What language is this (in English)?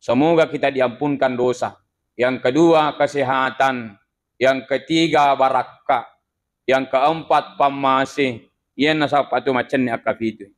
Buginese